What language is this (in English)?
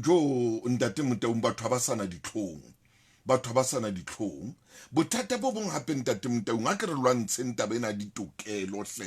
Southern Sotho